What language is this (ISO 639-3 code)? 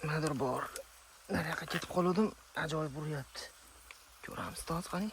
uzb